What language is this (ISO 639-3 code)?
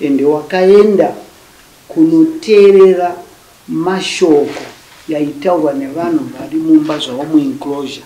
sna